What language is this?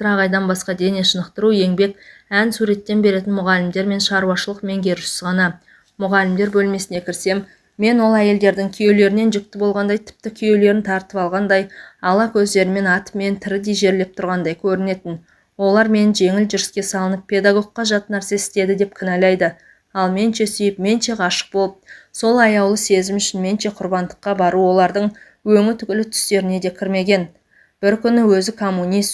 Kazakh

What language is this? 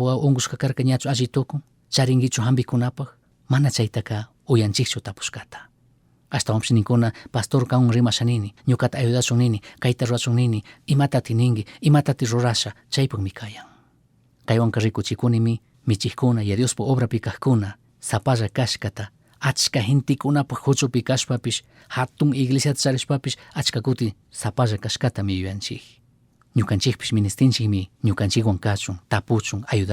Chimborazo Highland Quichua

